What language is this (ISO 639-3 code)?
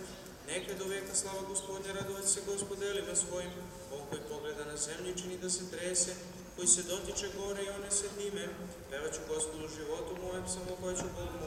srp